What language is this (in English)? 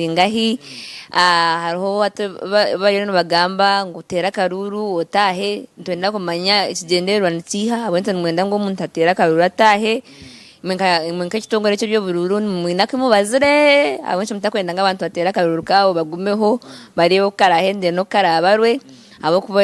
Nyankole